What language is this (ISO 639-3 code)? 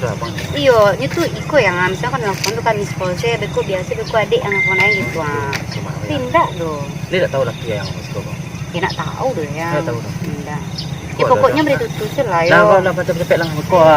min